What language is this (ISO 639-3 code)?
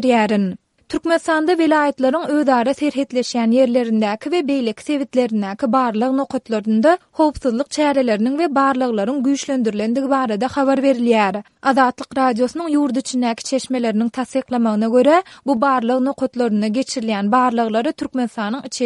tuk